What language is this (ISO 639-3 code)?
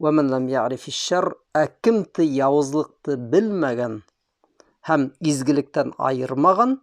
bak